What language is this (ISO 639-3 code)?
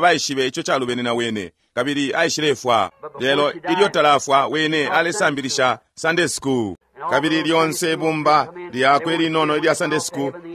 bem